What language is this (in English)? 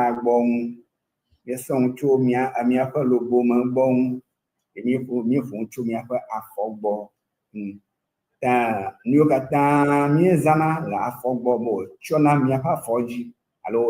Ewe